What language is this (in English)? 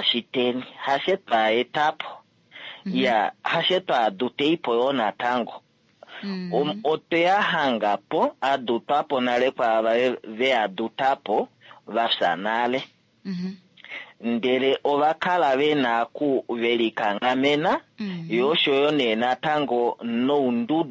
Kuanyama